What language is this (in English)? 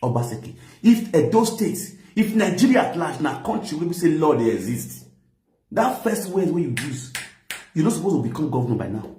Nigerian Pidgin